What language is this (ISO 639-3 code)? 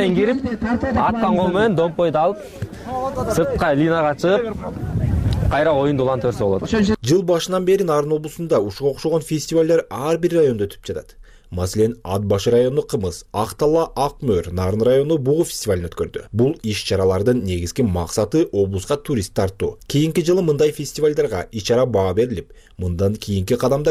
kir